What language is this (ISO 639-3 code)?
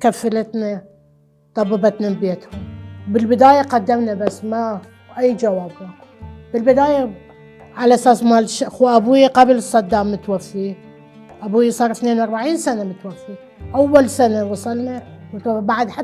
acm